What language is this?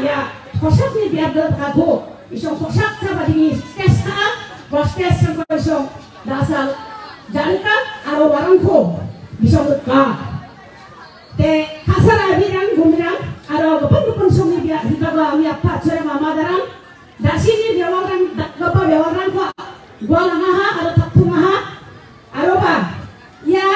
Garo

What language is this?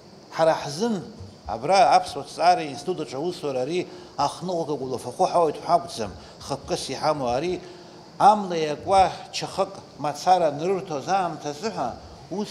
Abkhazian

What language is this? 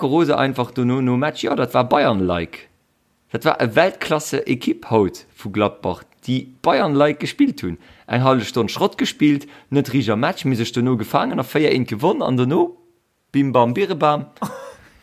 Luxembourgish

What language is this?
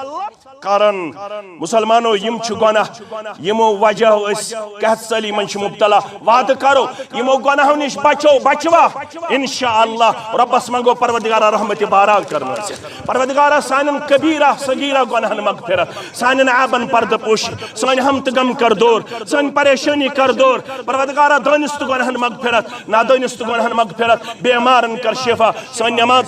Kashmiri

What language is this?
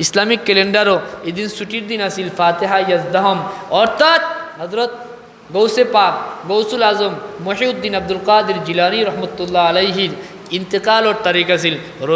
Sylheti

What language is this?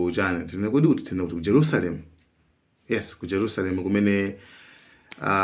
Nyanja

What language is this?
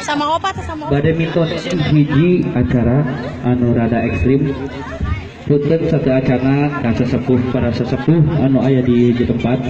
Sundanese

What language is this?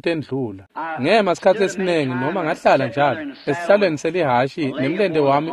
Swati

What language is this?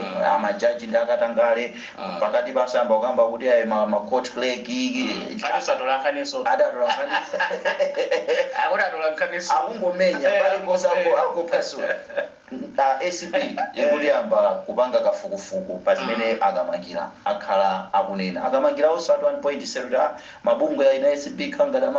Nyanja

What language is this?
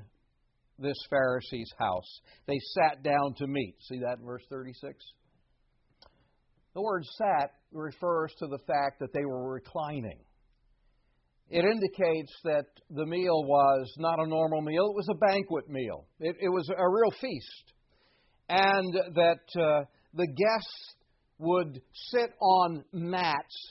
English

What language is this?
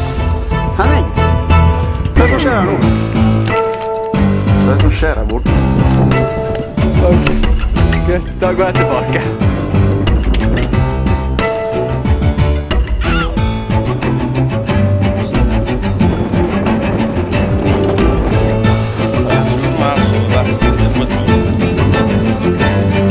Norwegian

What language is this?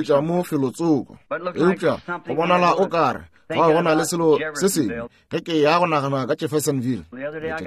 Northern Sotho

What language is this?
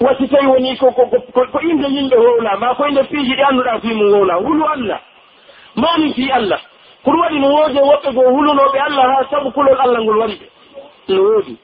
Pular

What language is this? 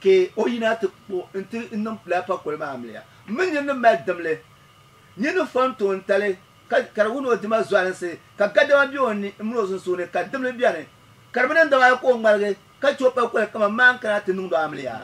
Dagbani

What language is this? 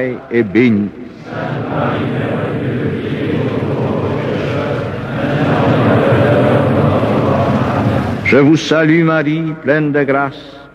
French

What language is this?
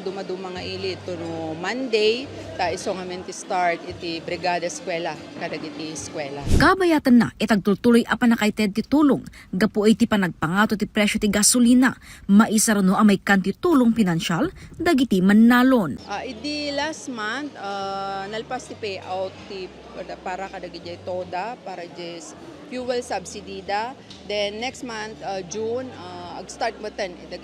Iloko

